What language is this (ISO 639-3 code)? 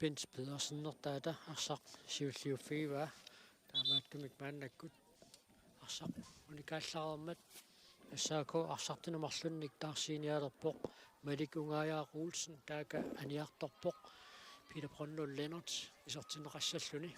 kal